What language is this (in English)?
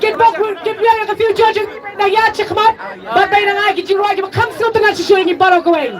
Khasi